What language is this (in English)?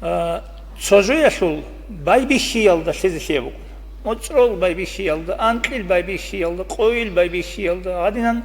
Avaric